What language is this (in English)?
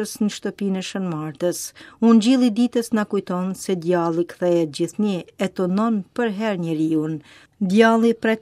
Albanian